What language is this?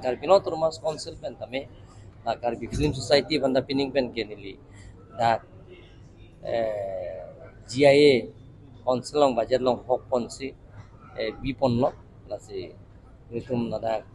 Karbi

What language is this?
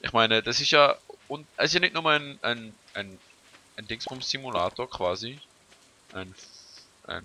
Swiss German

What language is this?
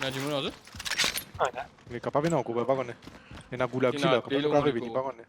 Morisyen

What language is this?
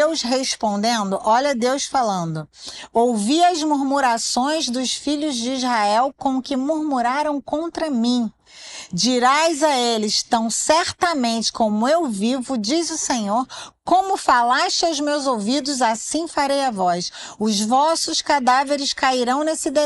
Portuguese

